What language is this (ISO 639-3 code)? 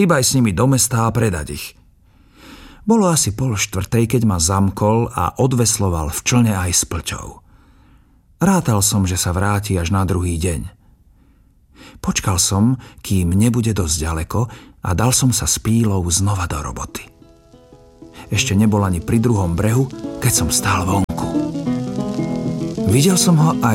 slk